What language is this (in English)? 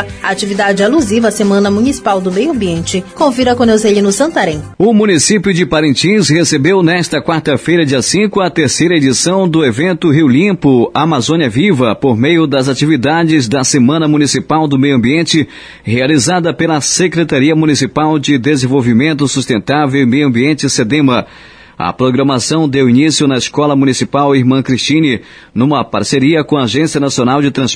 Portuguese